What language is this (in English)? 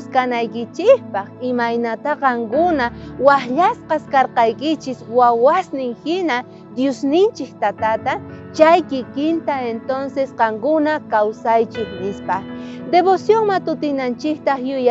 South Bolivian Quechua